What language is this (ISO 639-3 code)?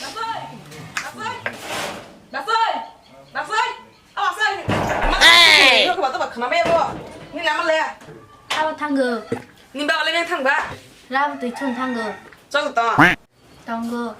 trp